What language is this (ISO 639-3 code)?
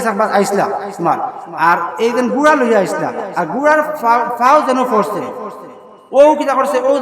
syl